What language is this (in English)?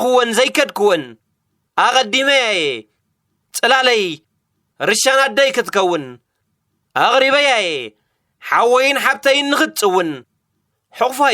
Tigrinya